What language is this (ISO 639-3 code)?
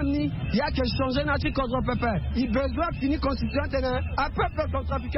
sag